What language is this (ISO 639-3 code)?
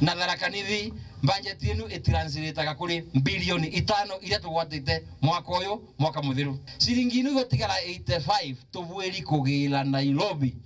mer